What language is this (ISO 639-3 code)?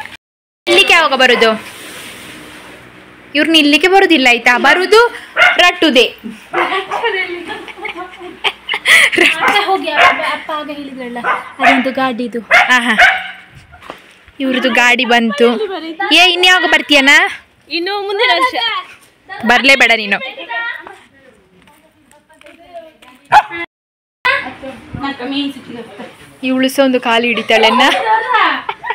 kan